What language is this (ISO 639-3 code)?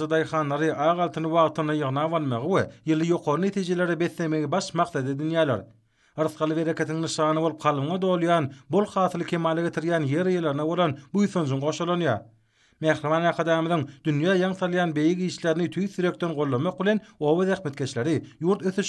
tuk